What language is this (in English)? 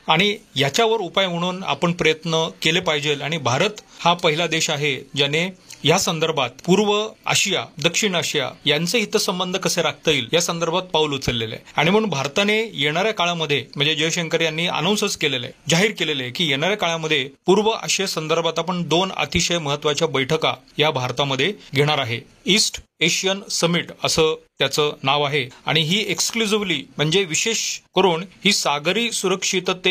Marathi